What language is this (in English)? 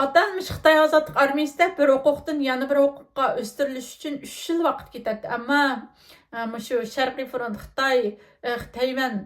Uyghur